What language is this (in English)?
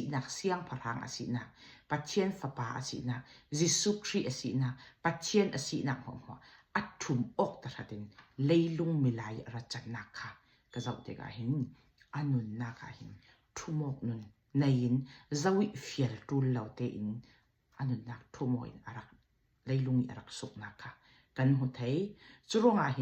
Falam Chin